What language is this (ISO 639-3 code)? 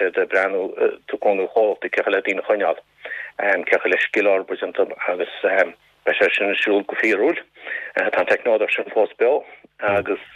gle